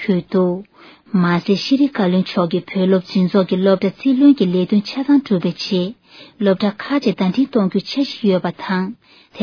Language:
Tibetan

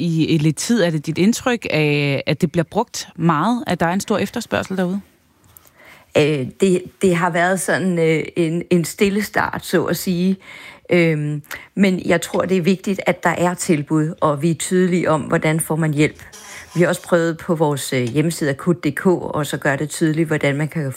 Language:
Danish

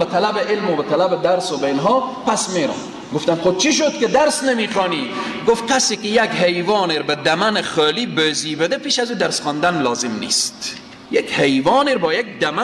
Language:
Persian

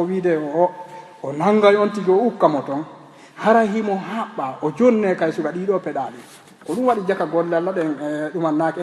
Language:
Fula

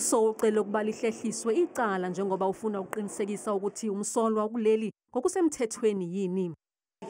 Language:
Zulu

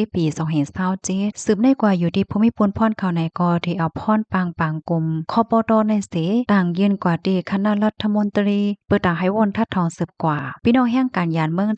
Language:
Shan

